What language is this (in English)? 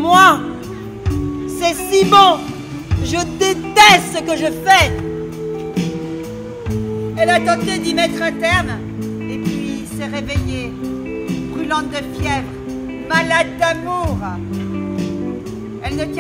French